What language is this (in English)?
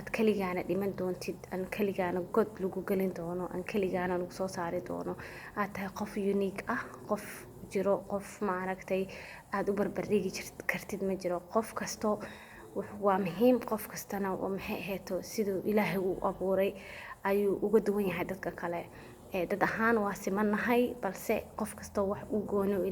Somali